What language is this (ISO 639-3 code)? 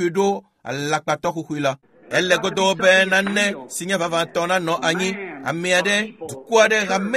ewe